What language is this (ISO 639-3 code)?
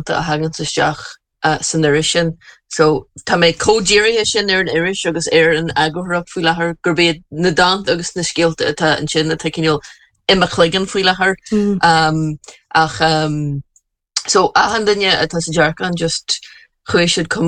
gle